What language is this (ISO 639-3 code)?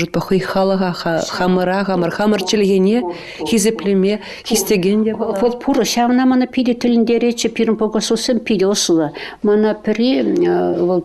chv